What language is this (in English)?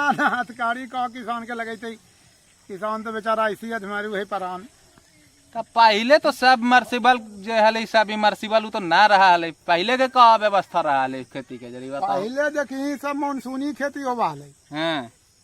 Magahi